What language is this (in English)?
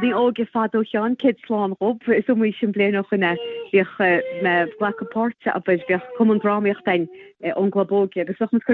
Irish